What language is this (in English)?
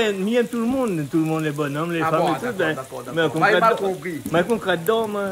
Réunion Creole French